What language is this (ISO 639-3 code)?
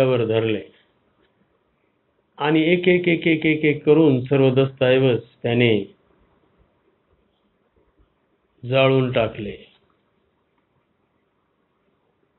mar